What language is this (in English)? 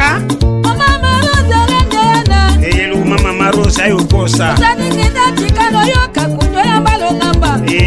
Tetela